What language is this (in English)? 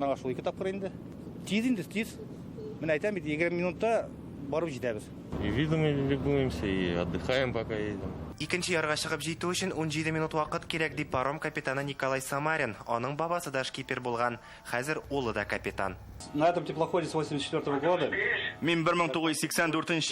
Tatar